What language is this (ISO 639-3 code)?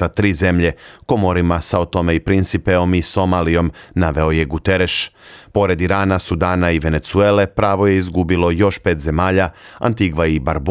bos